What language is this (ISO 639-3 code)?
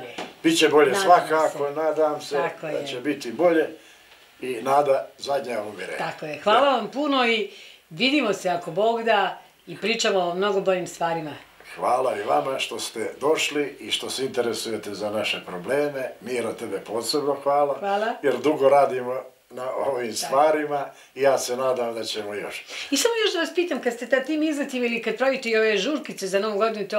bos